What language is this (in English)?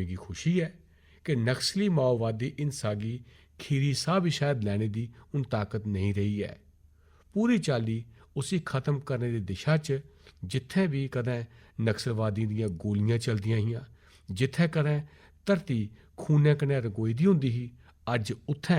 Dogri